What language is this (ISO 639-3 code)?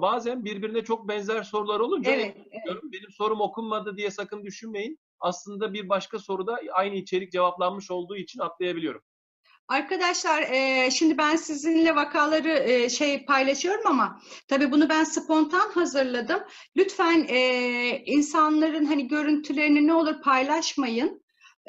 tur